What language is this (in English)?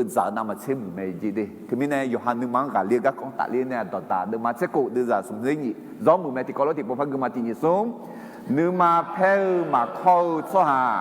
Akha